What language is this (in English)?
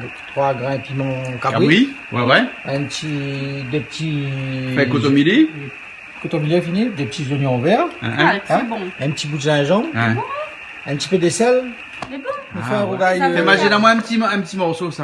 Réunion Creole French